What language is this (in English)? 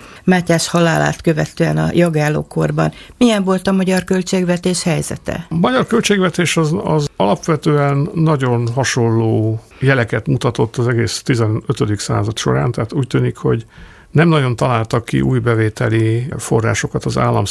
Hungarian